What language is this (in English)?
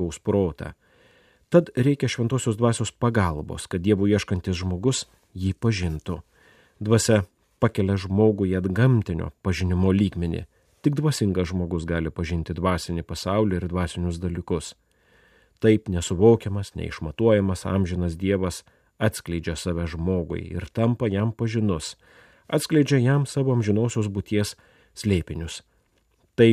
Lithuanian